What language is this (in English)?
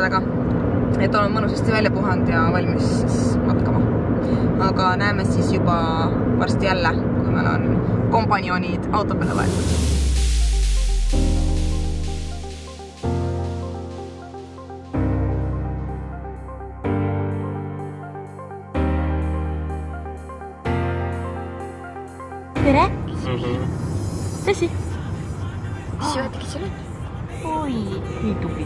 Estonian